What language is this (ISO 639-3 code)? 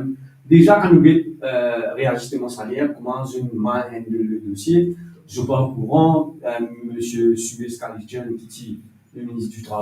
mfe